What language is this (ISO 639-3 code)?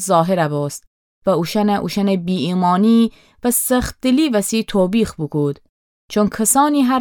glk